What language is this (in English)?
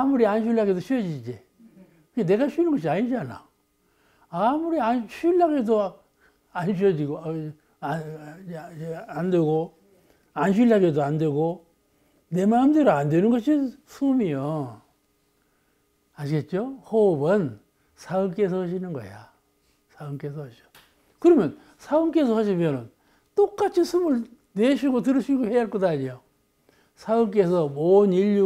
Korean